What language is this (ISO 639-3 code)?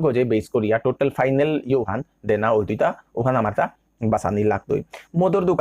bpy